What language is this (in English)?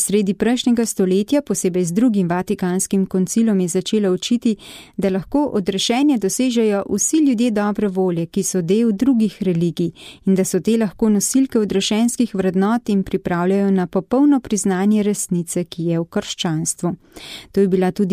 Slovenian